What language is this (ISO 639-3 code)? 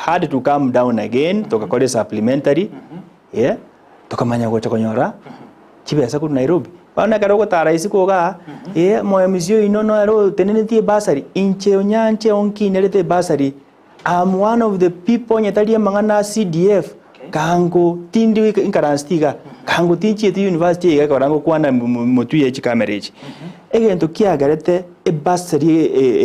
guz